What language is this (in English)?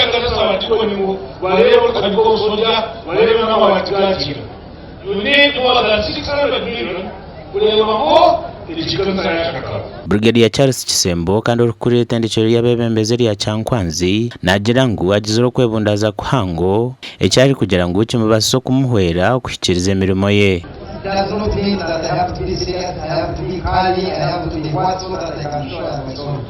Nyankole